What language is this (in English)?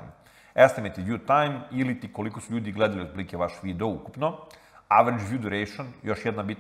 Serbian